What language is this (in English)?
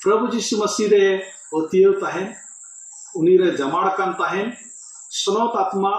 Santali